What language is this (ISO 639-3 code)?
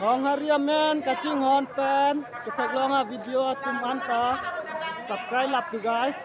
mjw